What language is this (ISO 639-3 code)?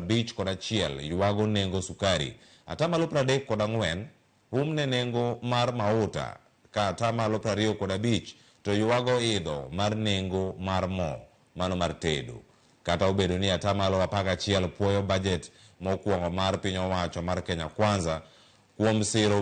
luo